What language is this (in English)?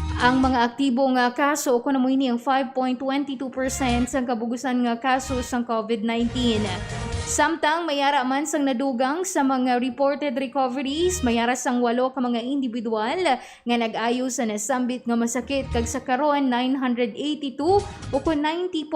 Hiligaynon